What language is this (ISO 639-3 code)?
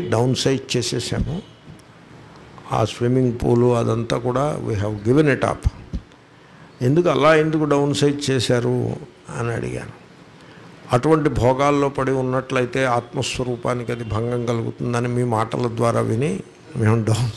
tel